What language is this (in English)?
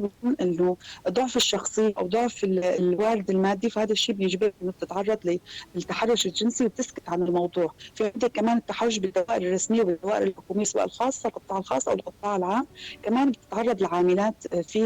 North Levantine Arabic